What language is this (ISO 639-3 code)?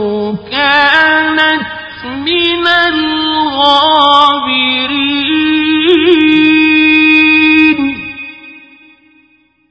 ara